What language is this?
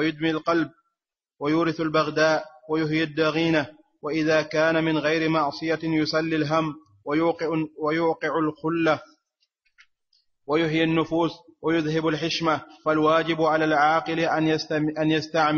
Arabic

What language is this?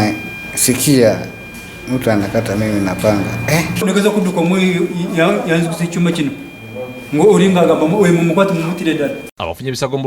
Ganda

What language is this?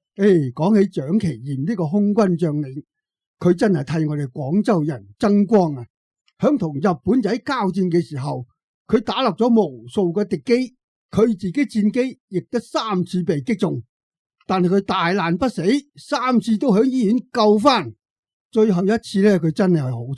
Cantonese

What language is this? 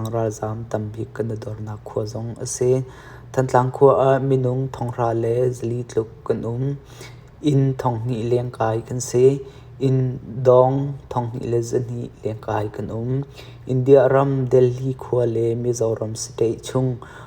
Hakha Chin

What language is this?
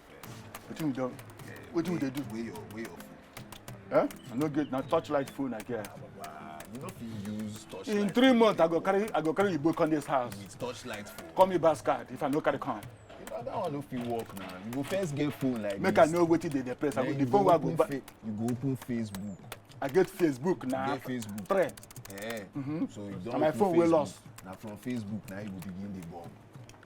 Nigerian Pidgin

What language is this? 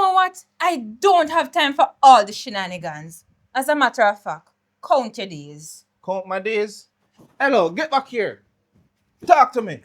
Jamaican Creole English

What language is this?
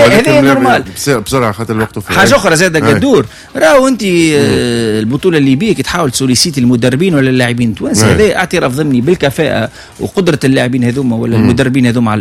Tunisian Arabic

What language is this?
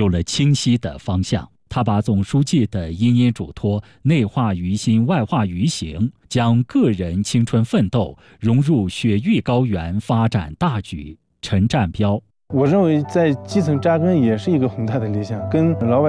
Chinese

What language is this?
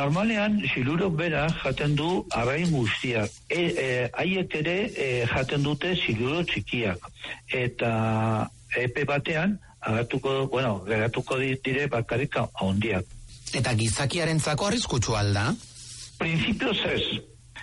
Basque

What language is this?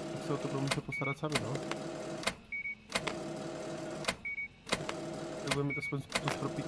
Czech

